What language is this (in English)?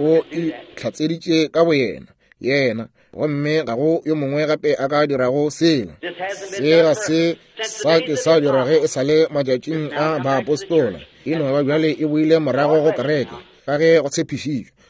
Northern Sotho